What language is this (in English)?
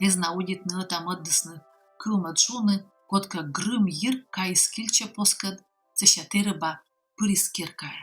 Komi